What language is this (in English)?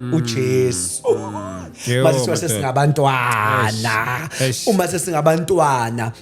Zulu